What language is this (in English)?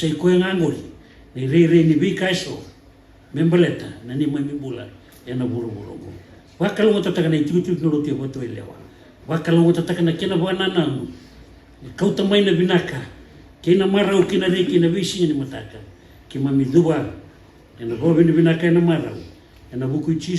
Fijian